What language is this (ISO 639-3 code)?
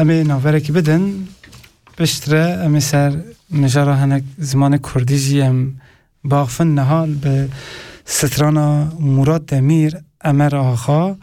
kur